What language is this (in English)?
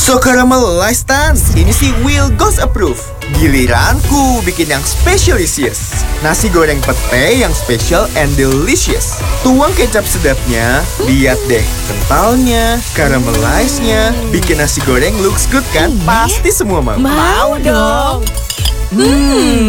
Indonesian